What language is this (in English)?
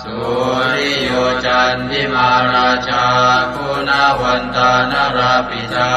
Pali